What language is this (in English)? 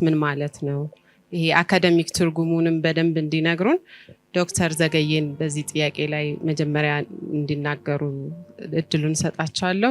Amharic